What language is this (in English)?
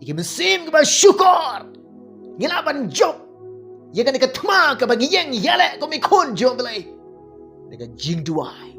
Khasi